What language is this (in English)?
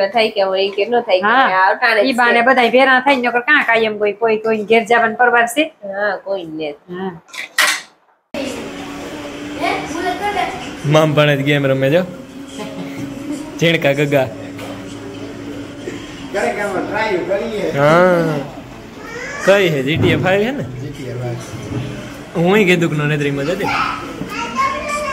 Gujarati